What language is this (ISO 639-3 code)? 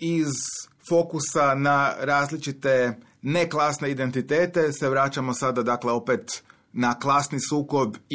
hrv